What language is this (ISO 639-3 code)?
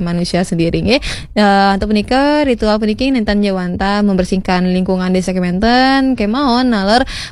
ban